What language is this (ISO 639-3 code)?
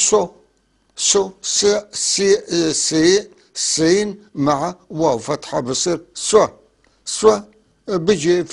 apc